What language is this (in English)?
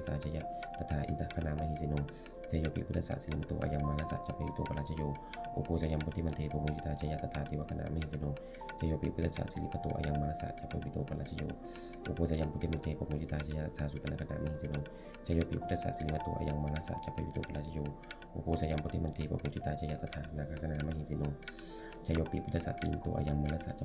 Pali